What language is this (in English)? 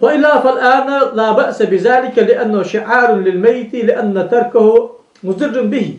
Ingush